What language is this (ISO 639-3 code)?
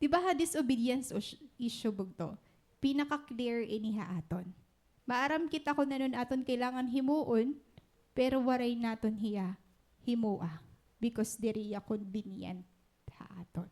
war